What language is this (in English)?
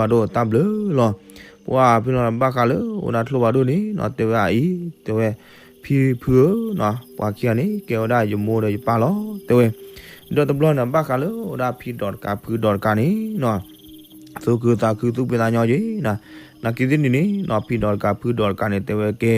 S'gaw Karen